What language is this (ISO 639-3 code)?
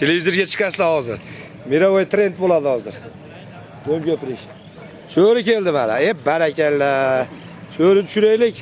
uzb